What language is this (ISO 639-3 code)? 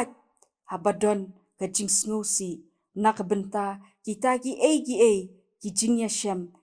kha